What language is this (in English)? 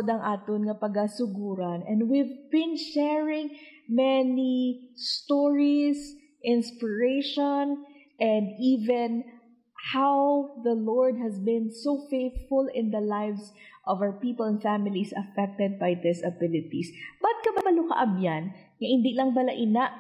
Hiligaynon